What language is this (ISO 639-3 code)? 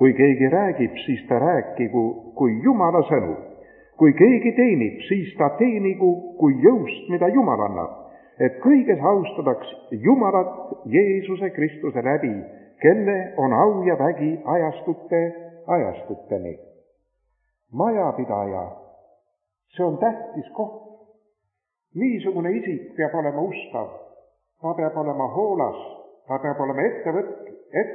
est